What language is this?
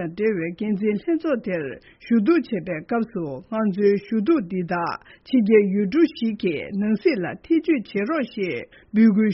Tibetan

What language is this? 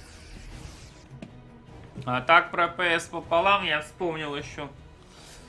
Russian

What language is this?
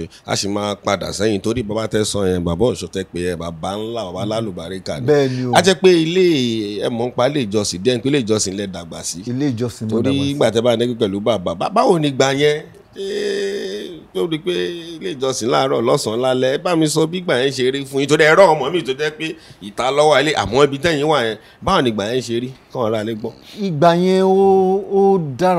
Yoruba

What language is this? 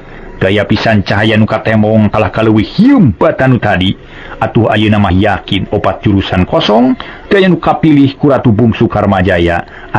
Sundanese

